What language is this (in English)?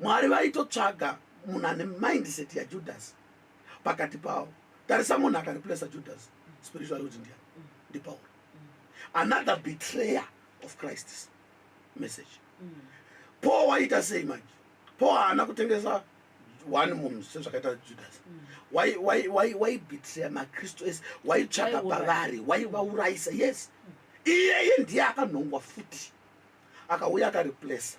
Shona